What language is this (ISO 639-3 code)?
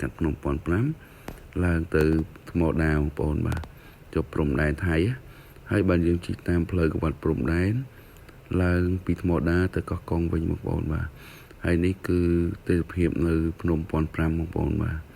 khm